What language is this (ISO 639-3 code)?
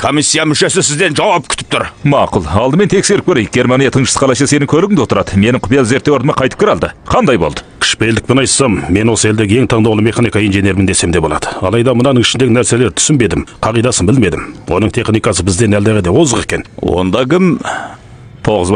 kaz